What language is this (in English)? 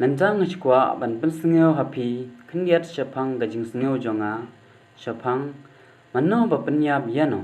Khasi